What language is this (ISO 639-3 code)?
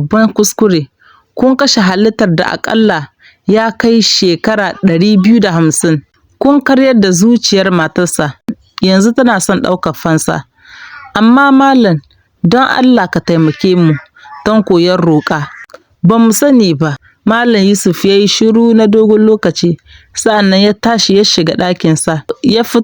hau